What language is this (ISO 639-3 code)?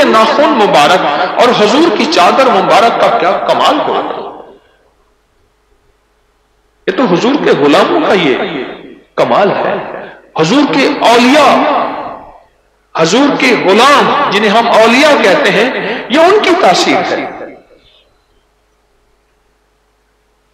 urd